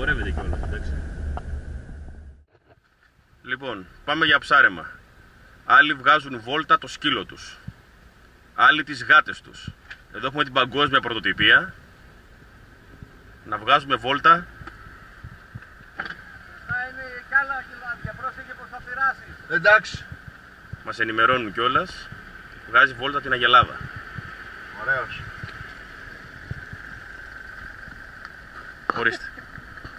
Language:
Greek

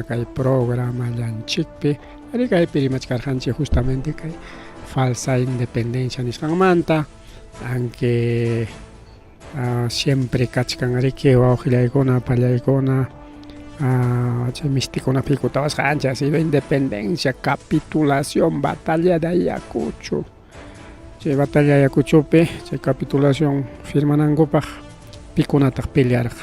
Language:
Ayacucho Quechua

